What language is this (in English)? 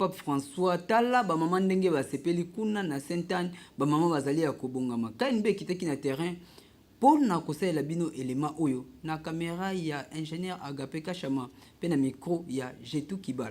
Lingala